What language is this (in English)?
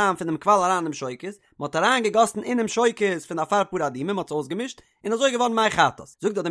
Yiddish